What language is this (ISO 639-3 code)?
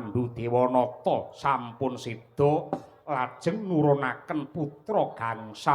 jav